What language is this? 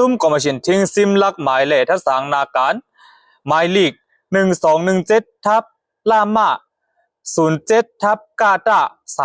Shan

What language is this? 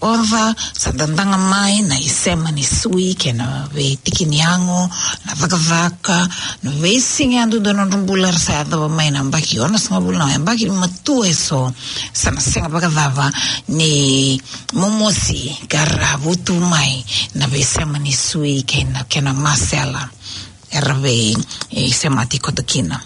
Fijian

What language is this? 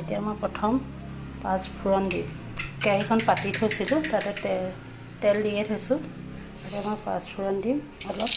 Assamese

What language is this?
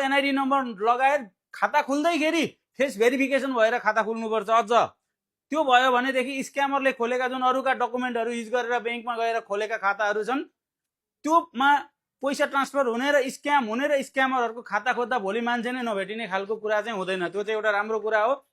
Nepali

